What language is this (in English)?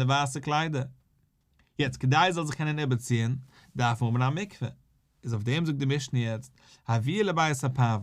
Yiddish